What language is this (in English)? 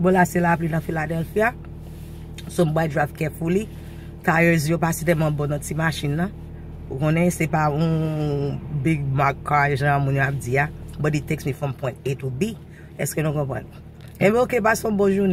Haitian Creole